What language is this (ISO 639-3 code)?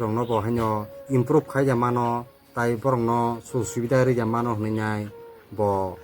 trp